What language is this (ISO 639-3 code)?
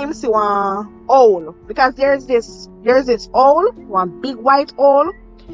jam